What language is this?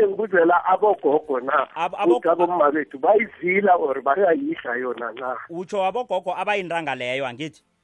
South Ndebele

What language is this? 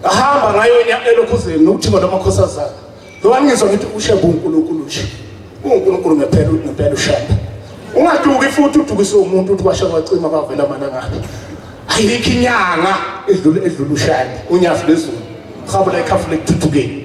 Zulu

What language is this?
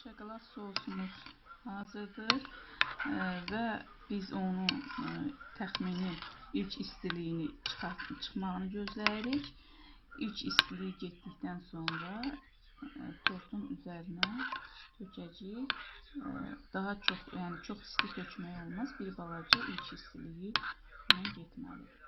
Azerbaijani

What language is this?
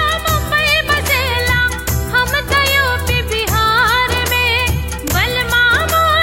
Bhojpuri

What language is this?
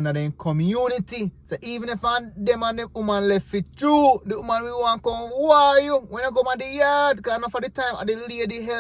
Jamaican Creole English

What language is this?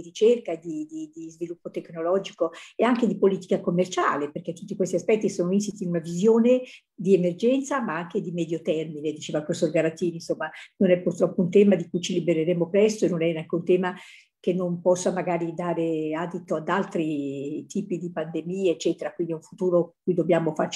Italian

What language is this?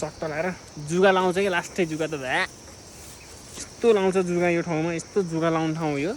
Nepali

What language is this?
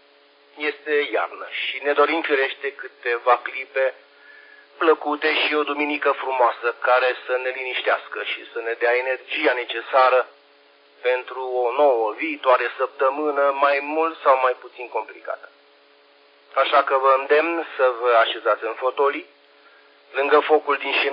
Romanian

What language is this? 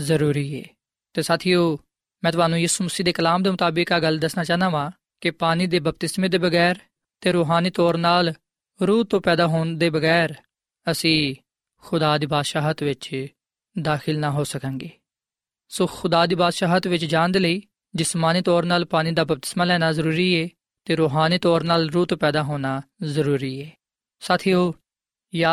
Punjabi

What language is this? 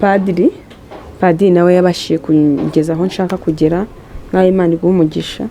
Kinyarwanda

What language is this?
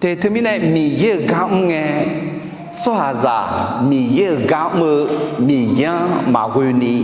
Akha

